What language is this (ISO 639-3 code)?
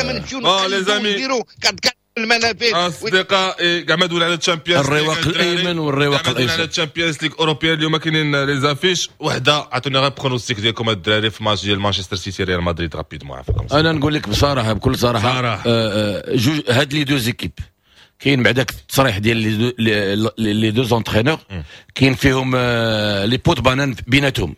ary